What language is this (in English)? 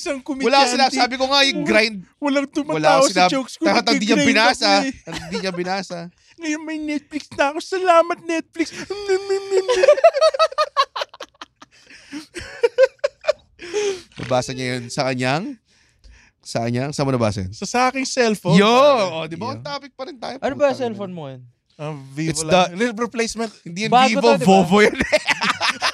Filipino